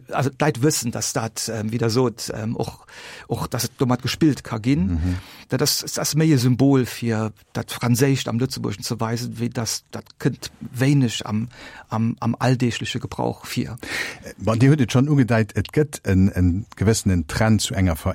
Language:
Luxembourgish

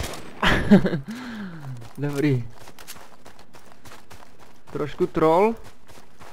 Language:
Czech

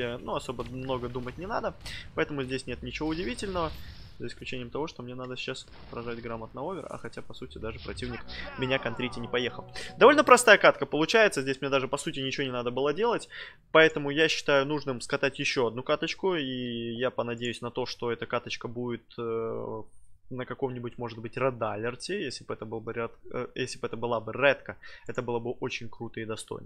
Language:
Russian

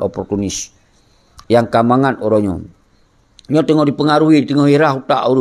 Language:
Achinese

